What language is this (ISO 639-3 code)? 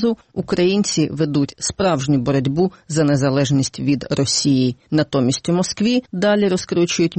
ukr